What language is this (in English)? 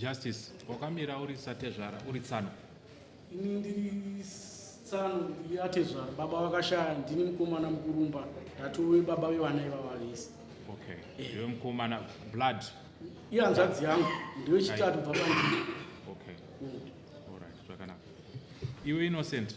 Shona